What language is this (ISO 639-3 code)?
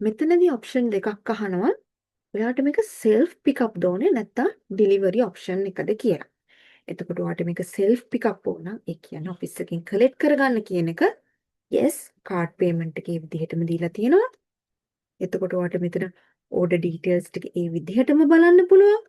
sin